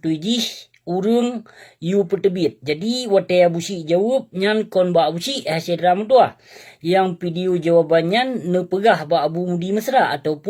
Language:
Achinese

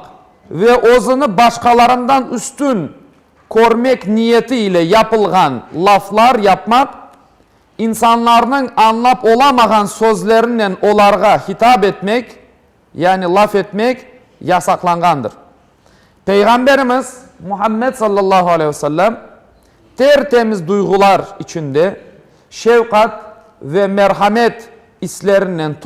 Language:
Crimean Tatar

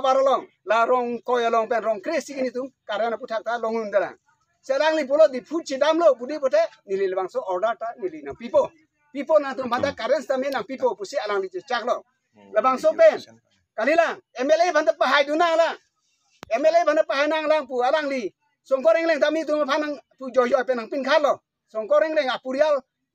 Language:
Karbi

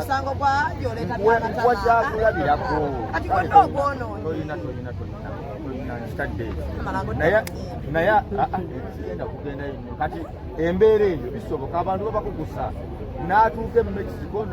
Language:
Ganda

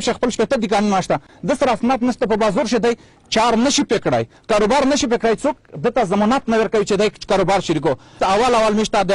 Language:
Pashto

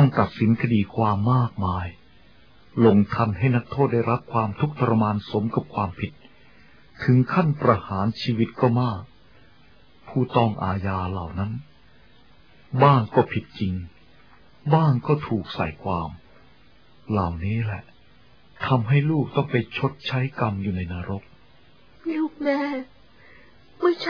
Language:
Thai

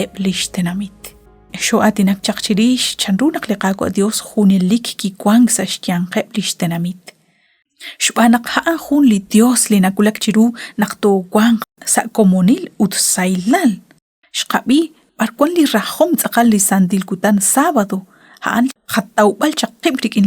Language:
Kekchí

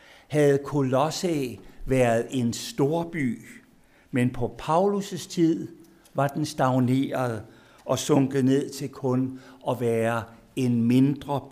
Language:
Danish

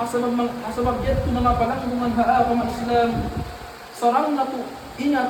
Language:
Tausug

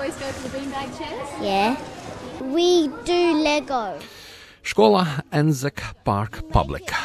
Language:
Albanian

